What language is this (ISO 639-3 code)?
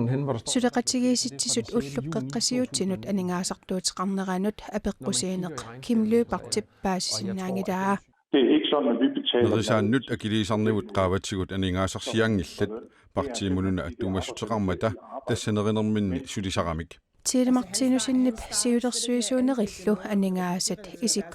kal